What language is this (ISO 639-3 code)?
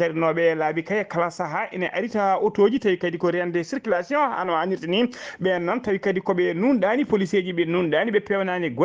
ful